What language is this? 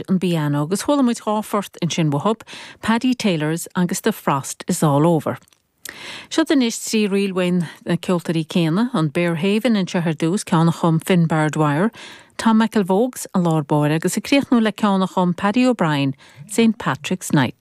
Irish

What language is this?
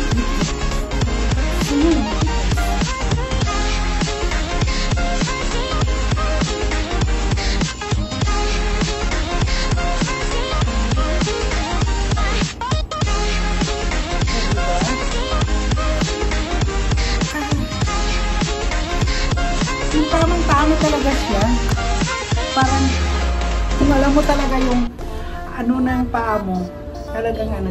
Filipino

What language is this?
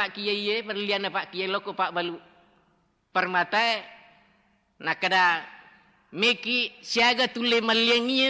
Buginese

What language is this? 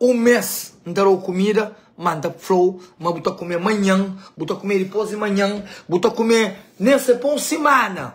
Kabuverdianu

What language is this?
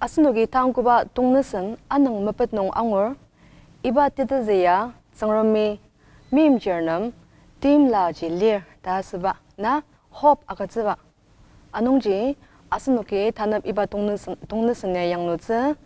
Ao Naga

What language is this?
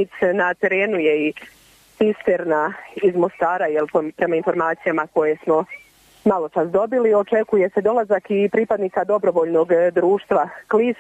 Croatian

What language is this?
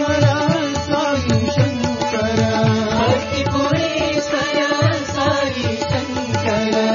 Telugu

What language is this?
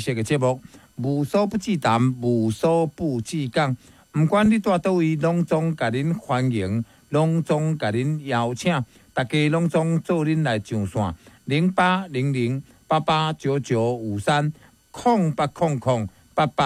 Min Nan Chinese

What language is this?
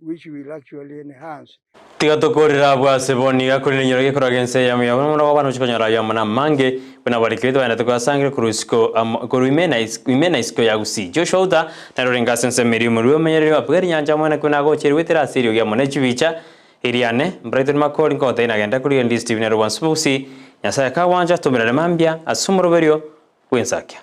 Gusii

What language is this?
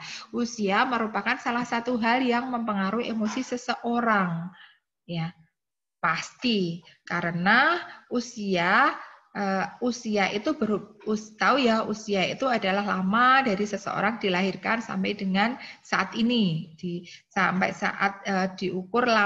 Indonesian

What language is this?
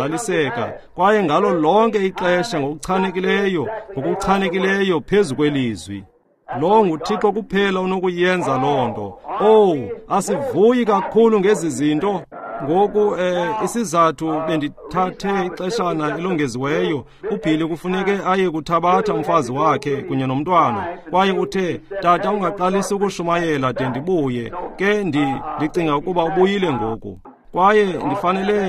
Xhosa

